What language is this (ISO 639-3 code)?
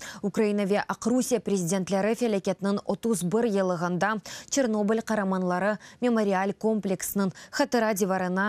crh